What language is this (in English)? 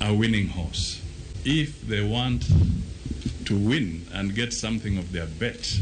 Luo (Kenya and Tanzania)